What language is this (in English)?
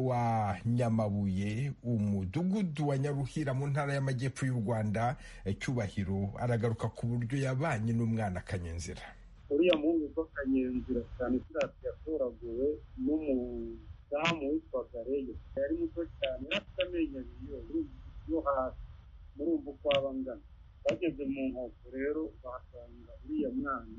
Kinyarwanda